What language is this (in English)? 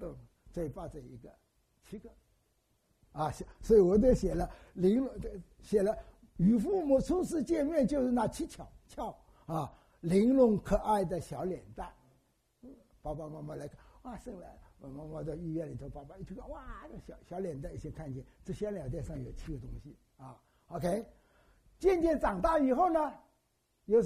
Chinese